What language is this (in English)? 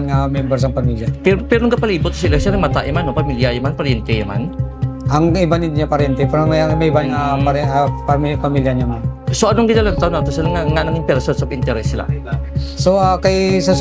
Hiligaynon